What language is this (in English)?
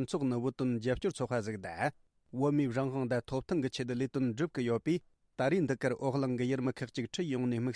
Tibetan